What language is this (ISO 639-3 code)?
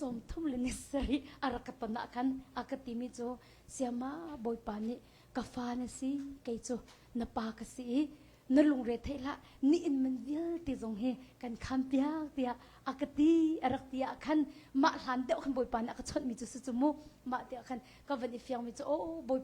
cnh